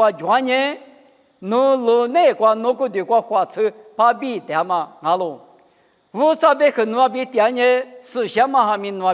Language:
Lisu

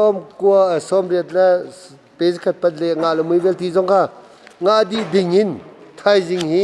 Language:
Hakha Chin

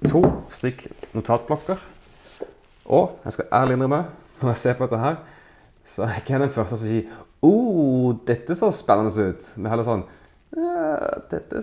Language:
Norwegian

